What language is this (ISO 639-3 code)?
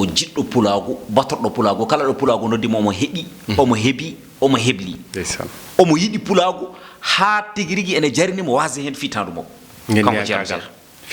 ful